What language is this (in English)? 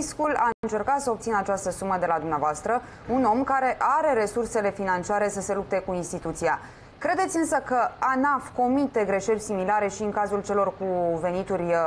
Romanian